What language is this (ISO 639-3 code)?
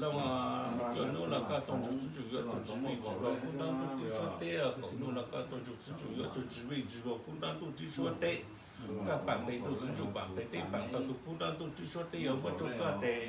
hmn